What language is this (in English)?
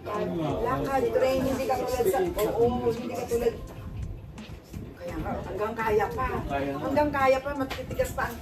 Filipino